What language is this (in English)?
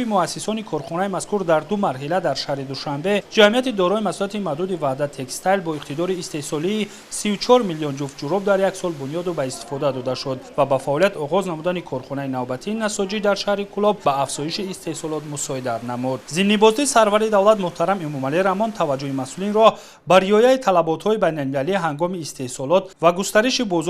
Tajik